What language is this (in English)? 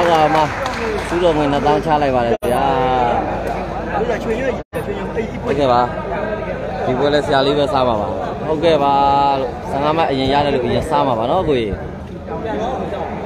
Burmese